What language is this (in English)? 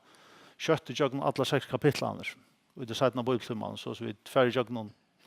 Faroese